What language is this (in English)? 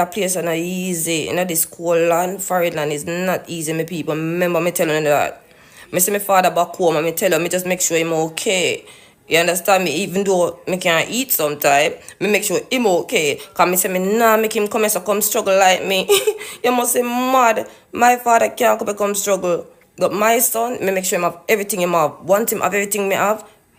Jamaican Creole English